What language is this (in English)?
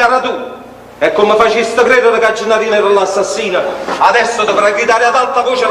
Neapolitan